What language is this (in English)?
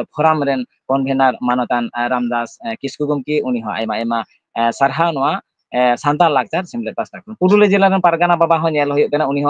Santali